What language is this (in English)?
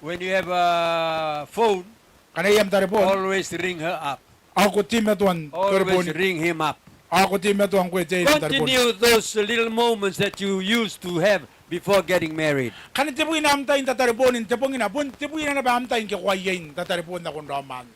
Gilbertese